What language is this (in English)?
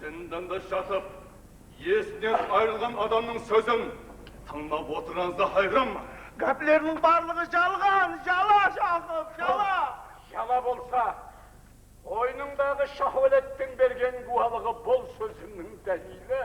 Kara-Kalpak